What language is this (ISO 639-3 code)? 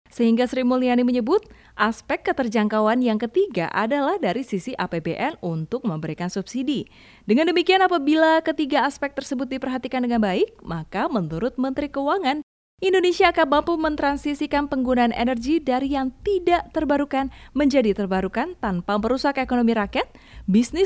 ind